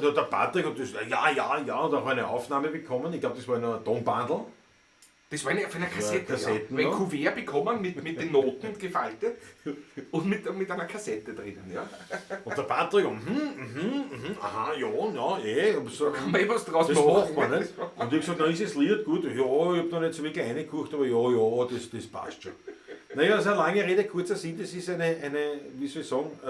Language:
Bavarian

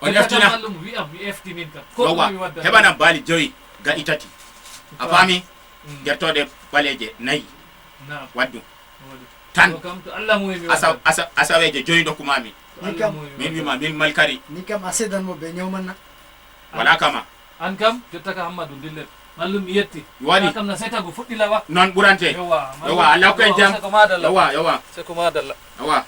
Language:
Fula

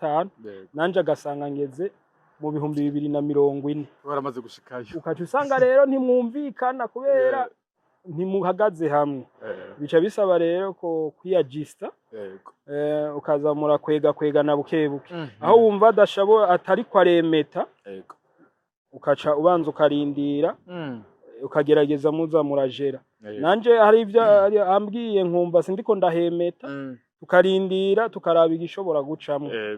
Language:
Rundi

